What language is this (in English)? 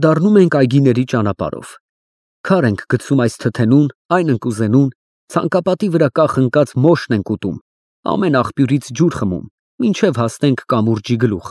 Armenian